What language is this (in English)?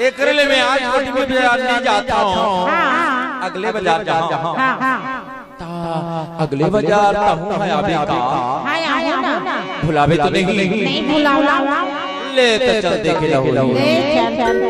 Chhattisgarhi